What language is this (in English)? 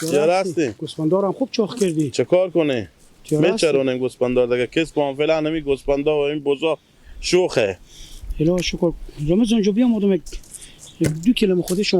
Persian